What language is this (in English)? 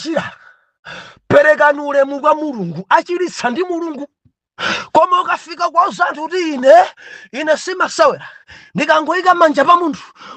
Nyanja